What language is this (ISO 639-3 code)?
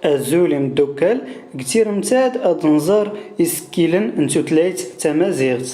zgh